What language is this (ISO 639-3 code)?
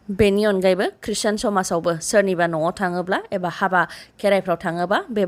brx